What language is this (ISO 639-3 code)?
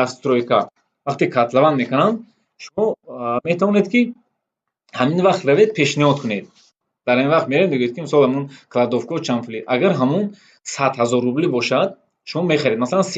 tgk